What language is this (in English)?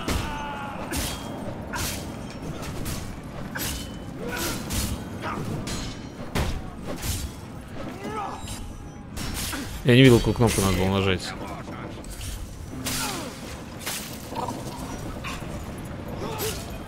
Russian